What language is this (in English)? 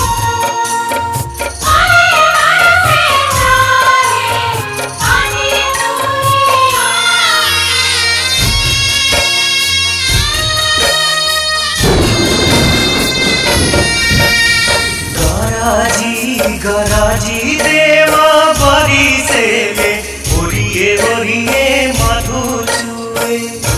Bhojpuri